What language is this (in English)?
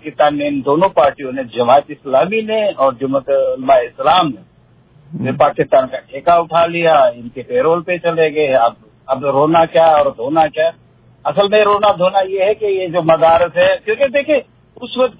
Urdu